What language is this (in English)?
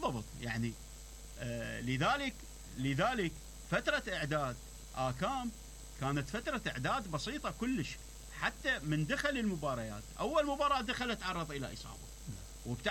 Mesopotamian Arabic